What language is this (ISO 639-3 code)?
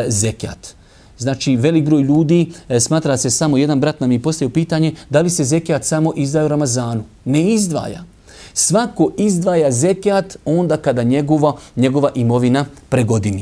bos